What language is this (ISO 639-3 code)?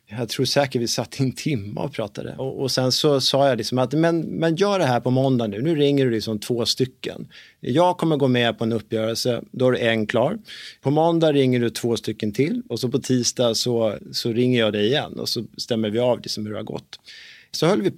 swe